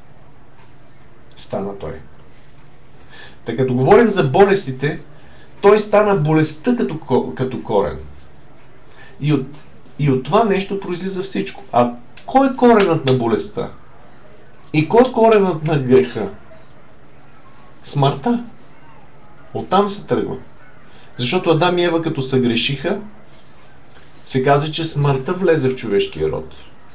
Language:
Bulgarian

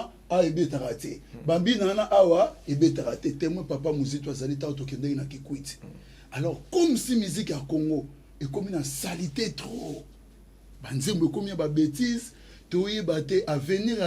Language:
Lingala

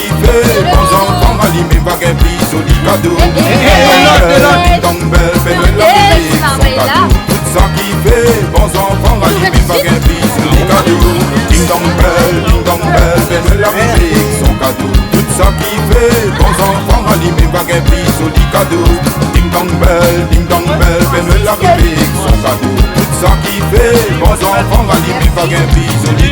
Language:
Réunion Creole French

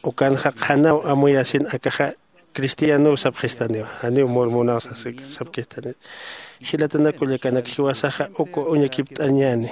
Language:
Aymara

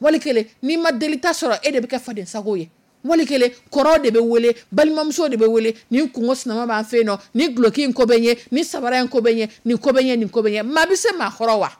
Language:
Dyula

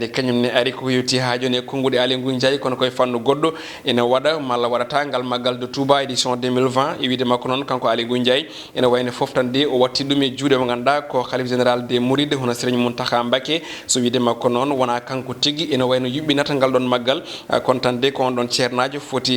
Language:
Fula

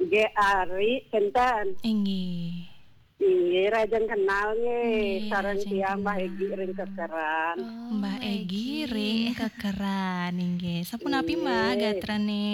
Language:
Balinese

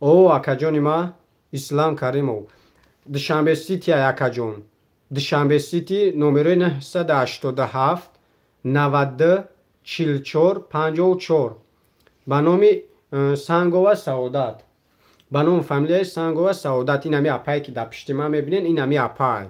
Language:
Tajik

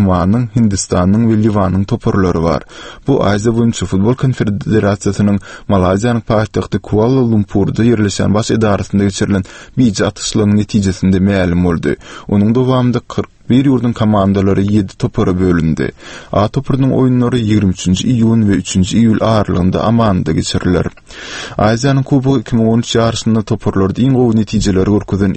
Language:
Turkmen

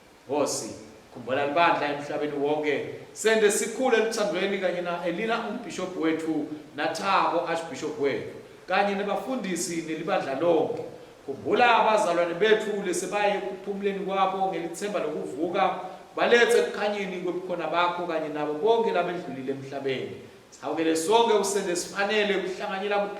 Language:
Swati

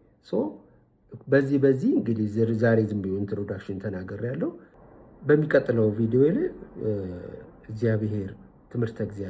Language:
Amharic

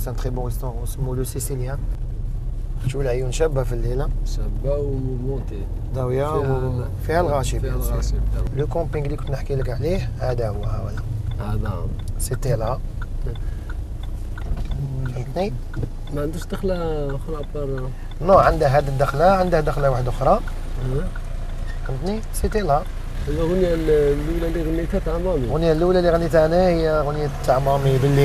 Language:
Algerian Arabic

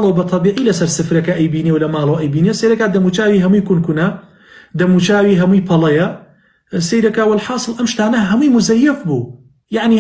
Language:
Central Kurdish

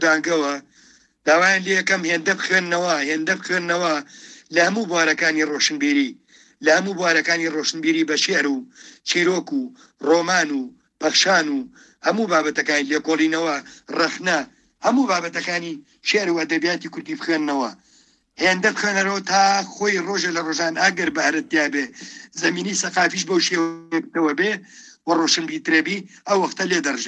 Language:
Central Kurdish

